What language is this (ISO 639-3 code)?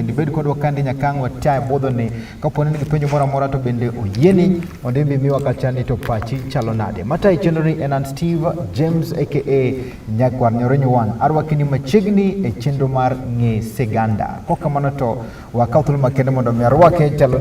luo